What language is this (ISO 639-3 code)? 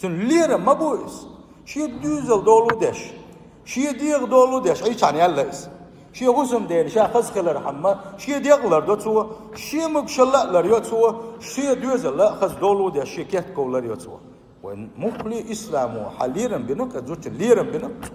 che